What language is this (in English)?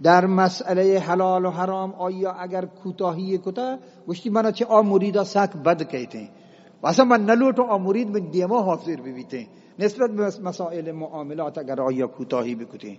Eastern Balochi